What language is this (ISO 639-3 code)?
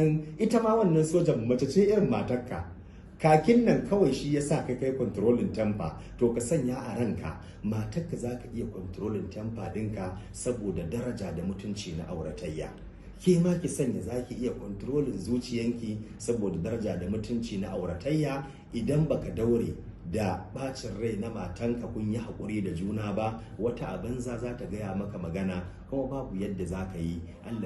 hau